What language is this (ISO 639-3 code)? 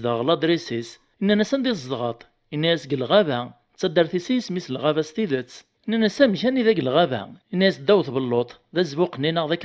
kab